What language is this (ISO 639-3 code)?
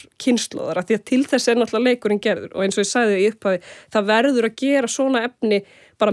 isl